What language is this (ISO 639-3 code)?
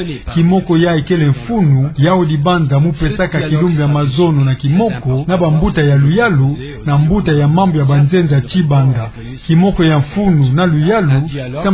ktu